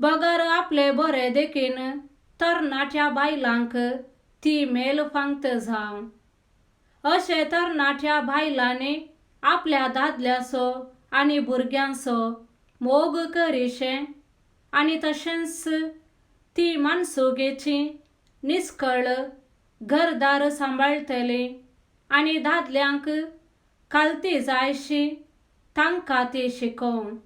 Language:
Konkani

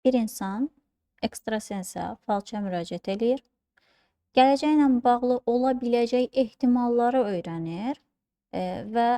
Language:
Azerbaijani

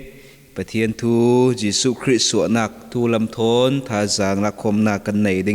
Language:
Falam Chin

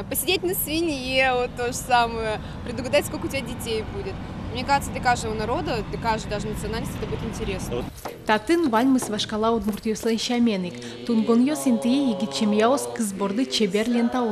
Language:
Udmurt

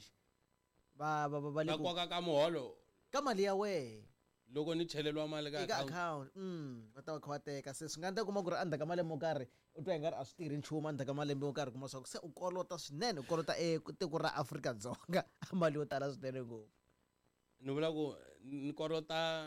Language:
Tsonga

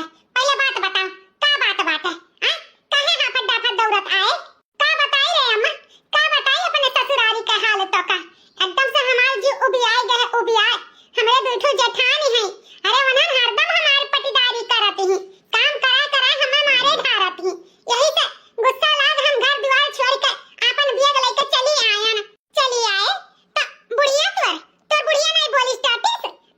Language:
Awadhi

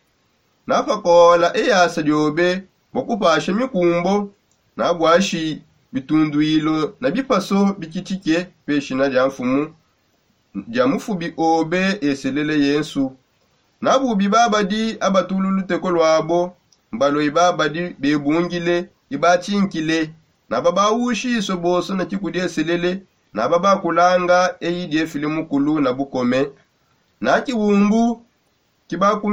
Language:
Songe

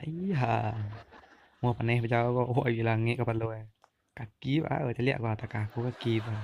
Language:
Minangkabau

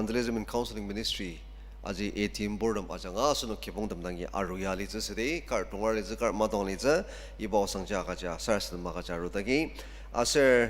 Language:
Ao Naga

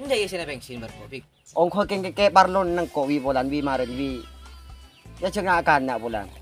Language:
Madurese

